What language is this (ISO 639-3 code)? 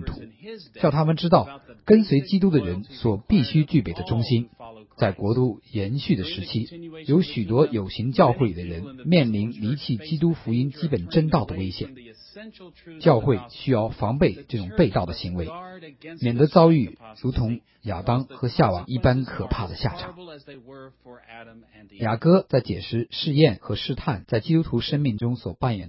zho